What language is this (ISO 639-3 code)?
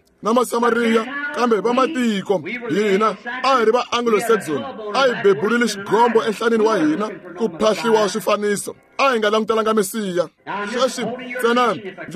tso